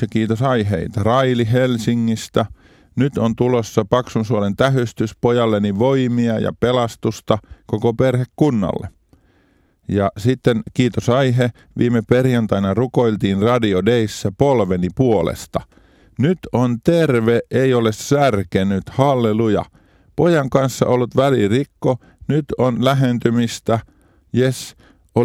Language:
Finnish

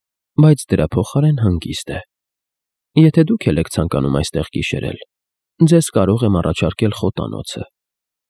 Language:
Armenian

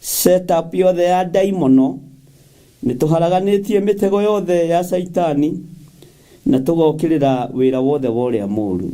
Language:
Kikuyu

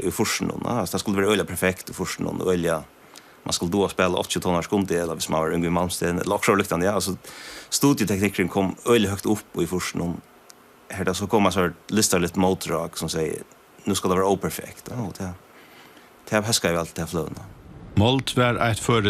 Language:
Faroese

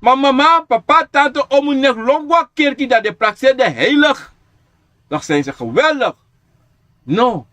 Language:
Sranan Tongo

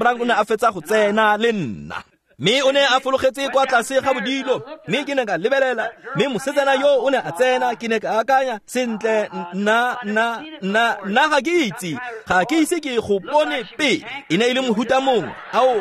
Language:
Tswana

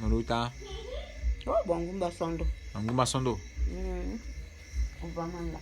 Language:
Bulu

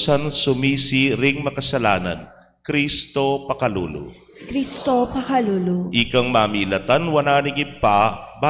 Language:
Pampanga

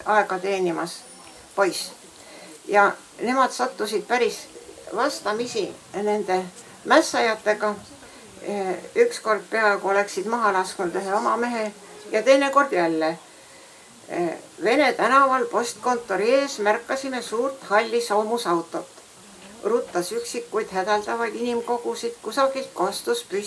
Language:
Estonian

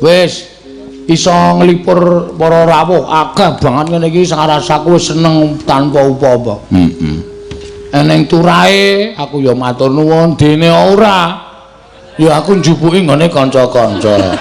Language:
Javanese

